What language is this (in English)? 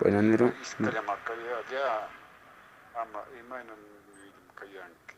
Quechua